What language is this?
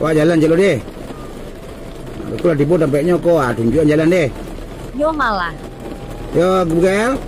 Minangkabau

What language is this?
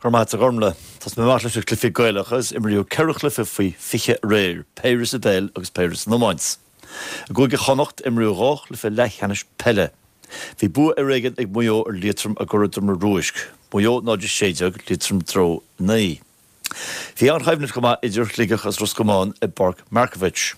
Irish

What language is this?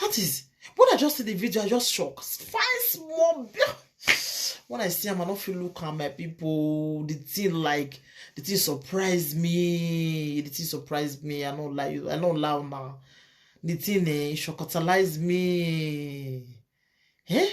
Nigerian Pidgin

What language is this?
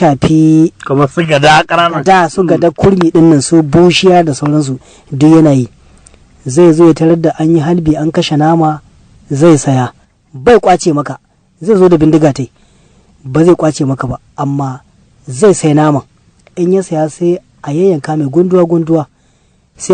Hausa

